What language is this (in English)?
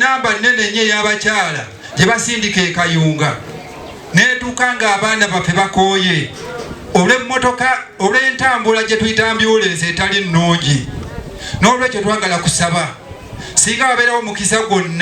Ganda